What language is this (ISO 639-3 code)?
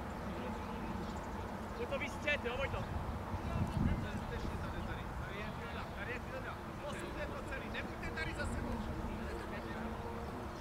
ces